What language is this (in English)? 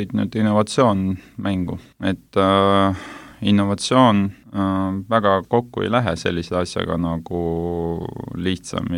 Estonian